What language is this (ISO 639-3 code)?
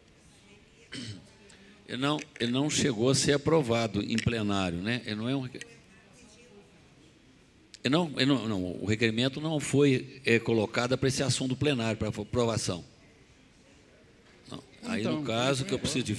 por